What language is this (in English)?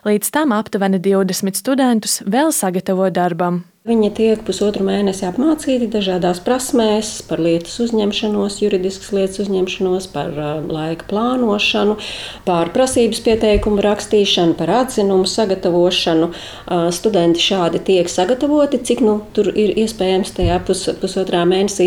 Latvian